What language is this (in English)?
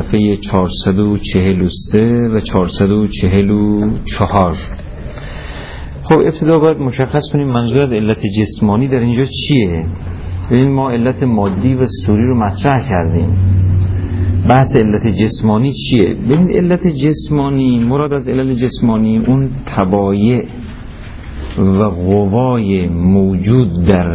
Persian